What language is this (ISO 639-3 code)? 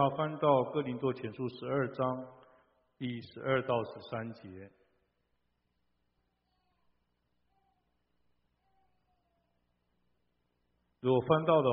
zho